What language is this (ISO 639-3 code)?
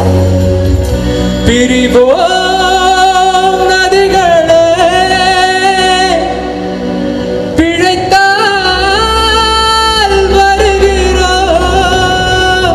tam